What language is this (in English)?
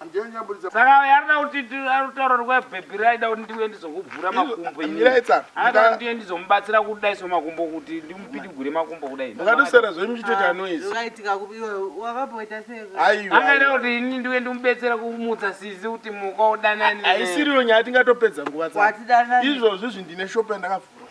Shona